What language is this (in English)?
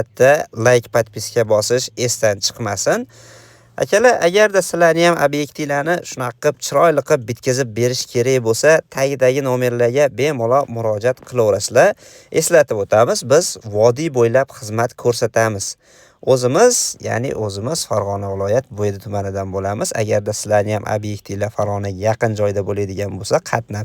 Uzbek